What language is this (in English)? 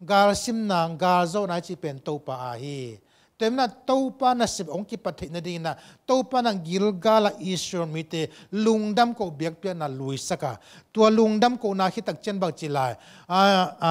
Tedim Chin